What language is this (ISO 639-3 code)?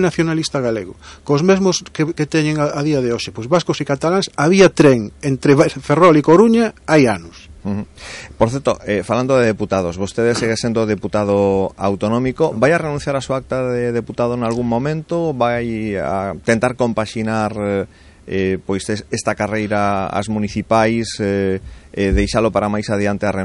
glg